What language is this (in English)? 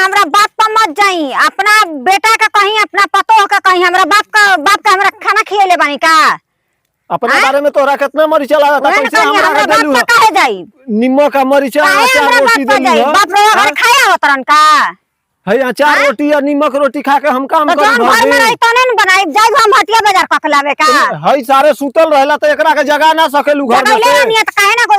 Bhojpuri